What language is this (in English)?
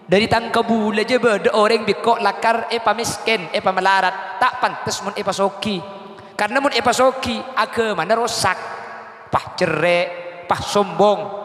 Madurese